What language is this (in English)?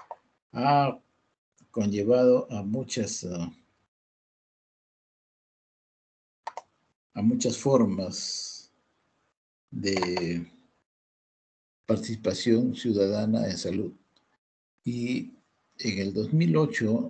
Spanish